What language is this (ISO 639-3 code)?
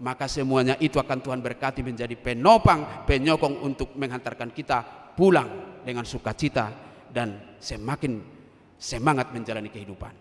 bbc